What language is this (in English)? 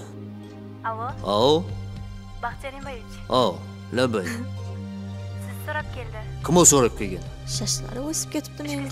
Kara-Kalpak